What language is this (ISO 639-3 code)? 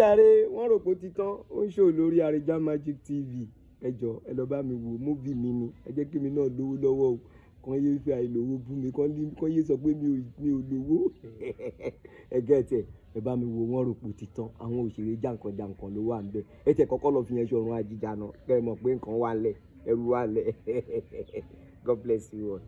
yor